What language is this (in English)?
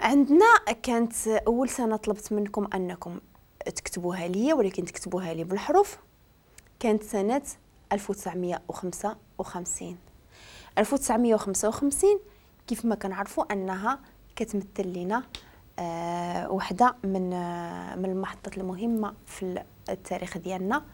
Moroccan Arabic